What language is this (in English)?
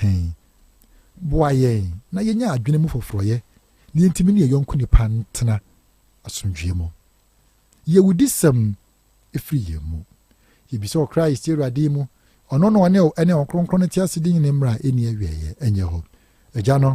Akan